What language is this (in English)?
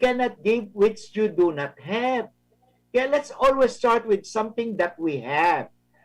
Bikol